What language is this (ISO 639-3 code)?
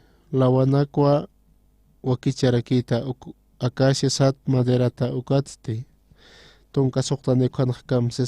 aym